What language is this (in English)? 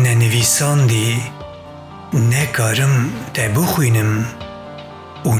Kurdish